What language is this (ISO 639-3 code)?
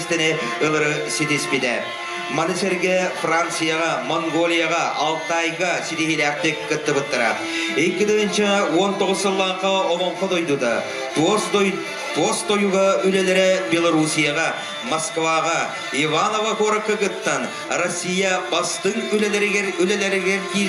sah